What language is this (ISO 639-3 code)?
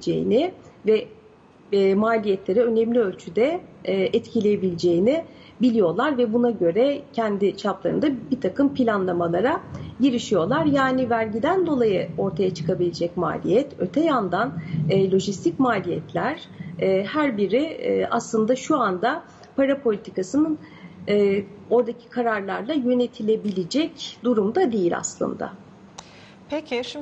tur